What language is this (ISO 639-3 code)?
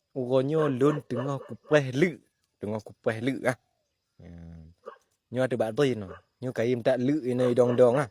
ace